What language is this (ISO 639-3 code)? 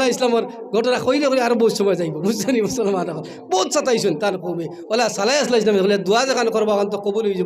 syl